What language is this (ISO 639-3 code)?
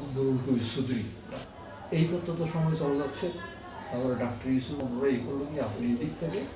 ben